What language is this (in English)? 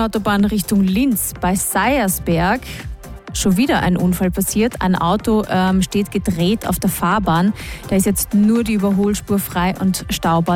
German